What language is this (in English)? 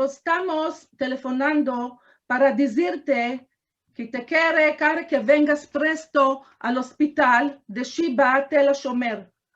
Ladino